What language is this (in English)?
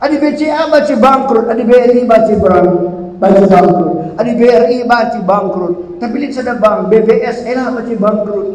Batak Karo